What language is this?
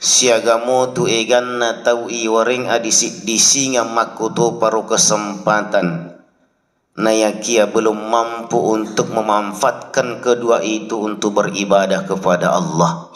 Buginese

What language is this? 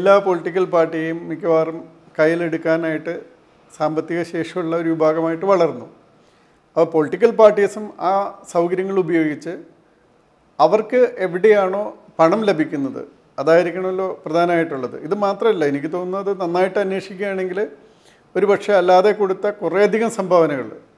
Malayalam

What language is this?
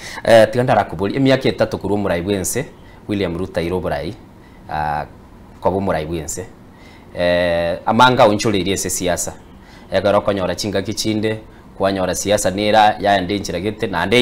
Gusii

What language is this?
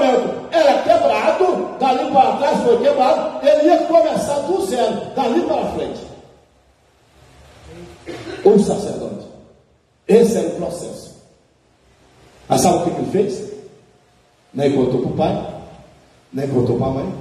Portuguese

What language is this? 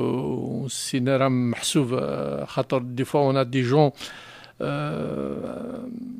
Kabyle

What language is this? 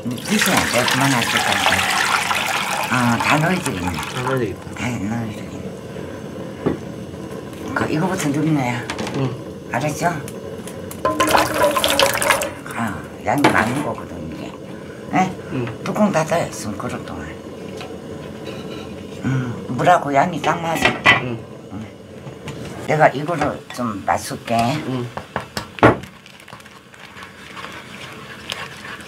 Korean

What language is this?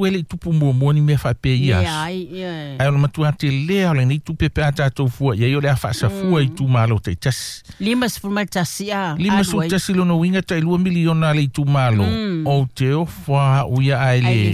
Samoan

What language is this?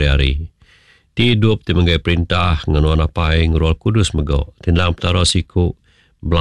Iban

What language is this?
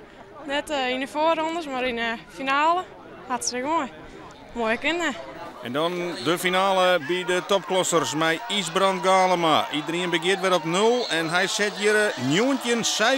Western Frisian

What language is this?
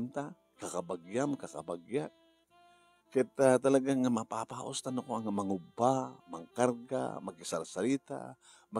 Iloko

